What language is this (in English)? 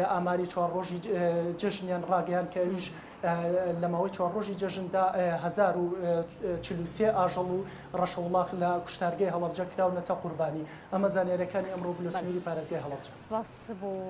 Central Kurdish